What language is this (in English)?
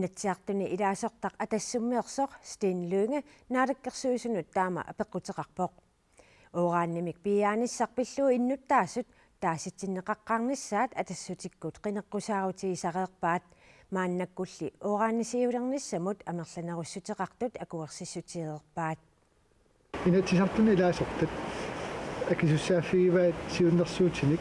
Kalaallisut